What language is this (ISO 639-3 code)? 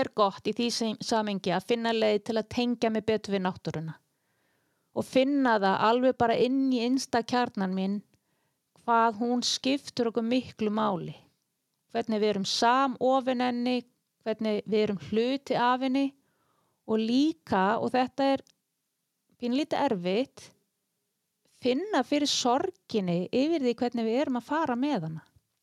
isl